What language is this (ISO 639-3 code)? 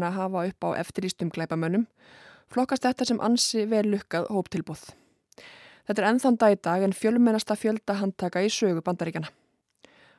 isl